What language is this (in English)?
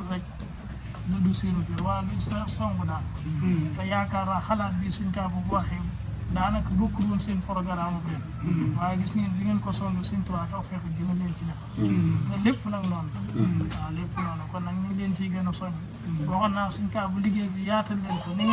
Wolof